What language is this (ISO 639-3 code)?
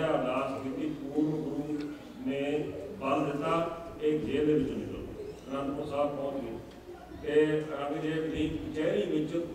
pan